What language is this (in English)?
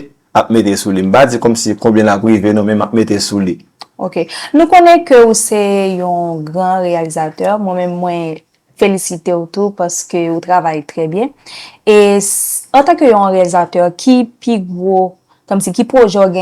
Haitian Creole